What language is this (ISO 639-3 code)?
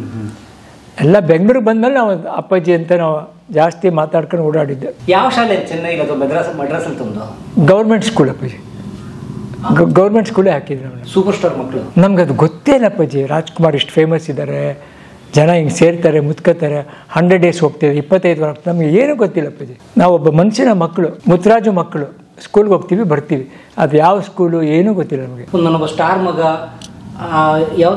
kan